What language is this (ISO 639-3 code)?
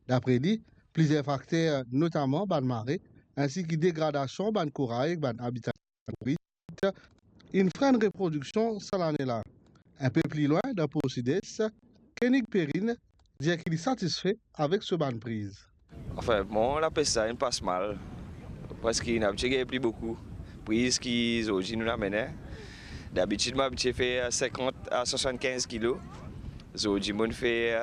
mfe